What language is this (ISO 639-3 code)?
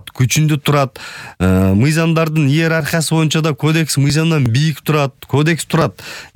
kir